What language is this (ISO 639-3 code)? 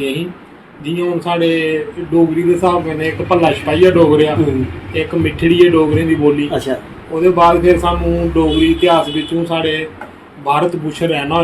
doi